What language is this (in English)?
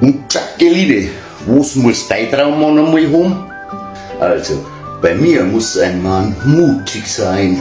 Bavarian